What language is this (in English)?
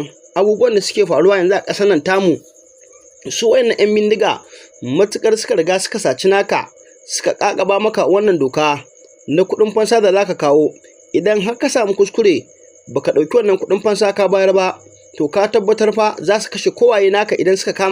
Hausa